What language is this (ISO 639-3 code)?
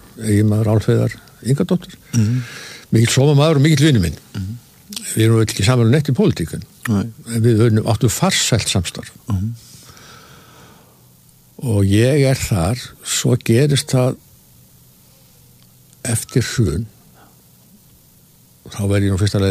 isl